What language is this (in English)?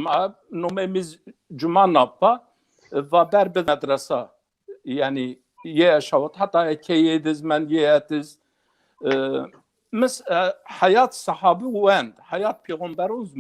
Zaza